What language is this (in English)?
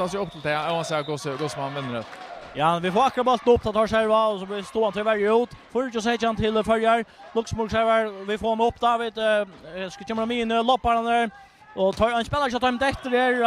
Faroese